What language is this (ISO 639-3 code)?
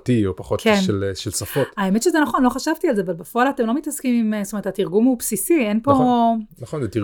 heb